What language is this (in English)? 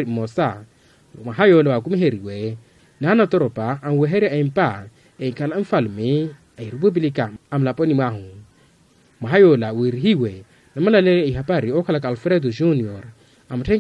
Makhuwa